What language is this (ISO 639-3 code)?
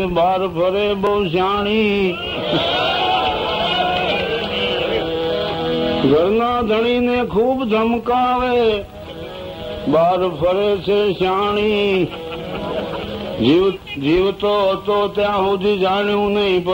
guj